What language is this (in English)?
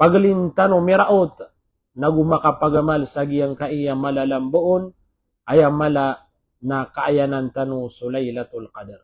Maranao